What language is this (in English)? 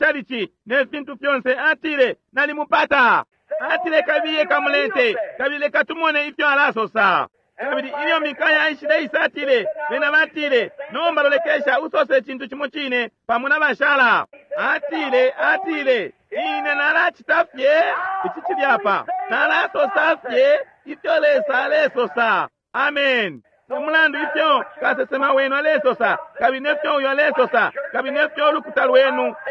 Bemba